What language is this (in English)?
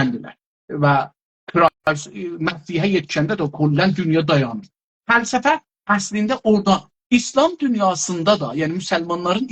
South Azerbaijani